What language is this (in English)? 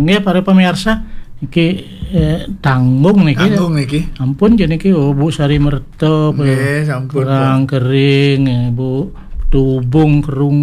Balinese